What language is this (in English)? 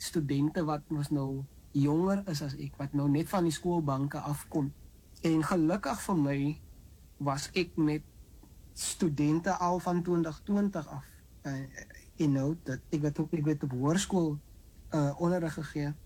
Afrikaans